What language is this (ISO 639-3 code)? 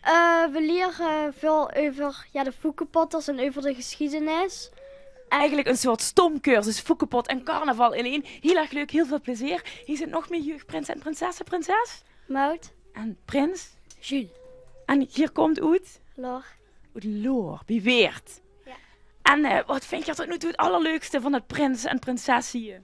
lim